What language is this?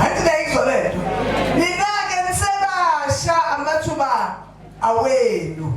Zulu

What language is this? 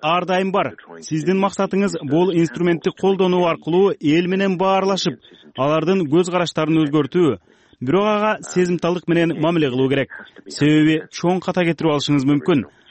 Kyrgyz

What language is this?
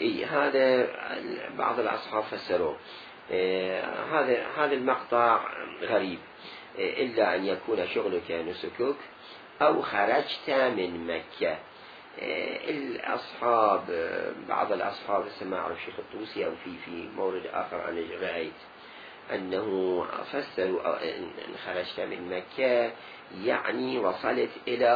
Mesopotamian Arabic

